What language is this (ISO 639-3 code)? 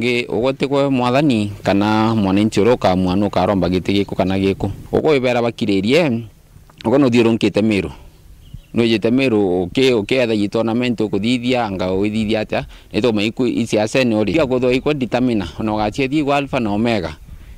mer